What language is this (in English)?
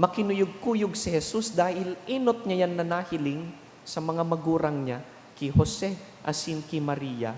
Bikol